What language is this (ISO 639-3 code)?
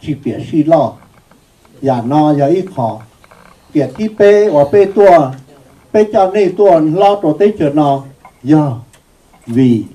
hmn